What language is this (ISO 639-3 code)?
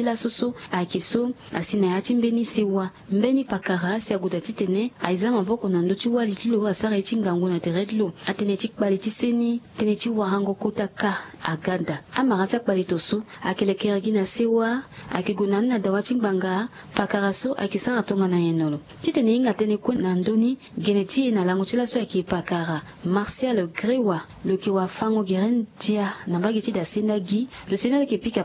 sag